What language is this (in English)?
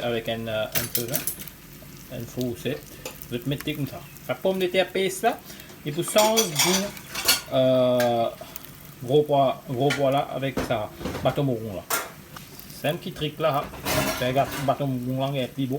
Morisyen